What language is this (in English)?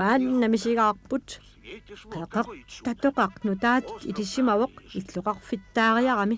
Kalaallisut